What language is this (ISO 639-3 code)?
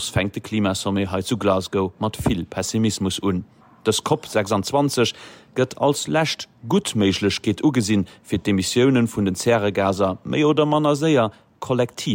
ltz